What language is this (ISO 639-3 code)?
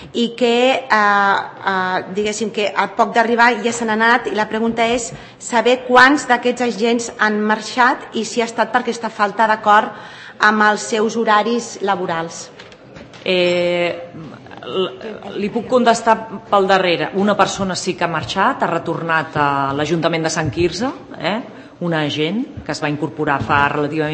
cat